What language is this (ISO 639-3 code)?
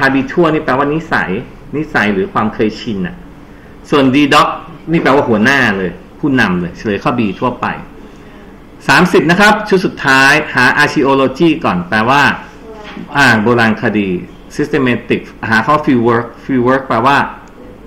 tha